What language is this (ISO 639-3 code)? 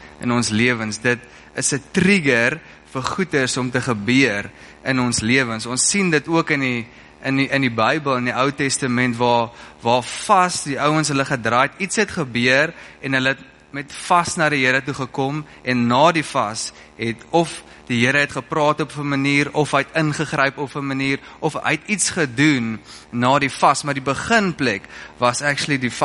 afr